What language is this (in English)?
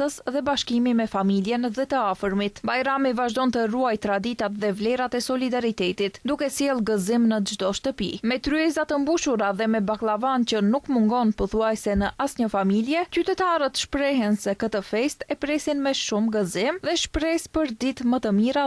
Albanian